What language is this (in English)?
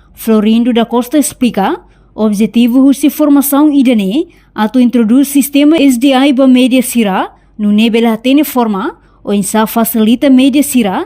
Tetum